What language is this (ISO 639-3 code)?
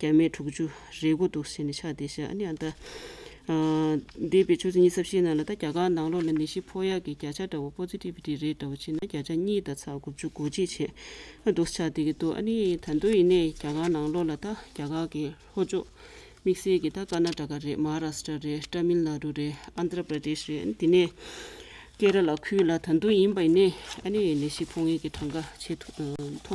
bod